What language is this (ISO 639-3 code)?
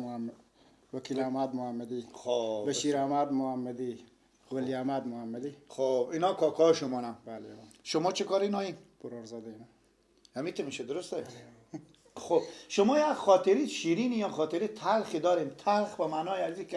fas